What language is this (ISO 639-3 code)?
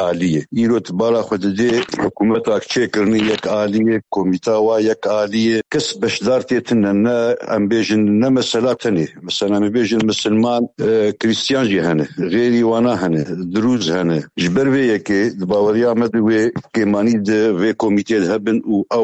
kur